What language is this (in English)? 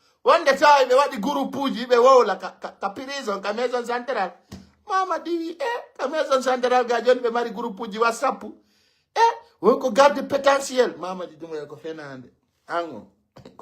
Fula